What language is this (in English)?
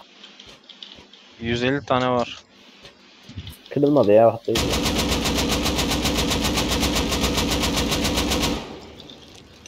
Turkish